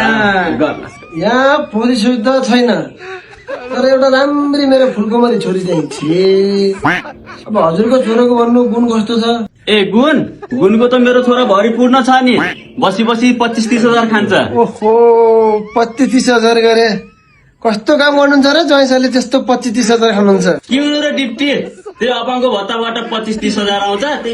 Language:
Nepali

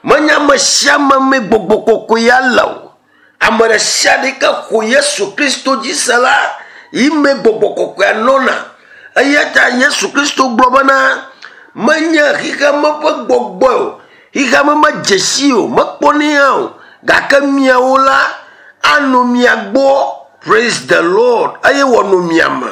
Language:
Ewe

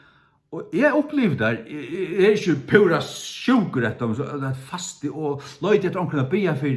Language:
Faroese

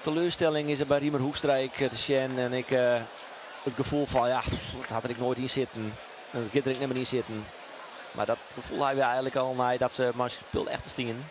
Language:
Western Frisian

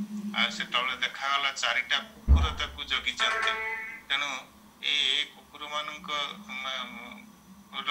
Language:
Odia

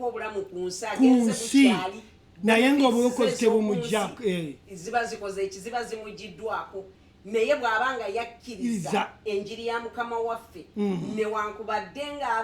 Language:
Ganda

